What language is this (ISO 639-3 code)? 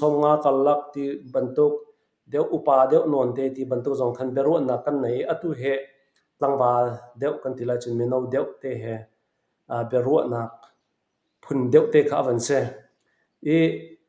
cfm